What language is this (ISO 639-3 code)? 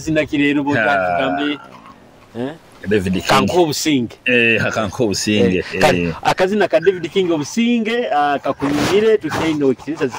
nyo